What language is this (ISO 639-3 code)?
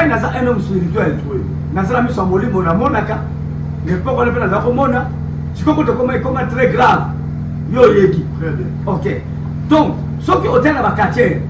lin